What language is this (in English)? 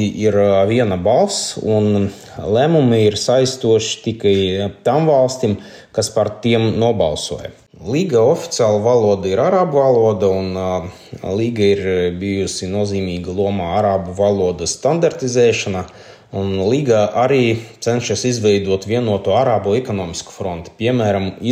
Latvian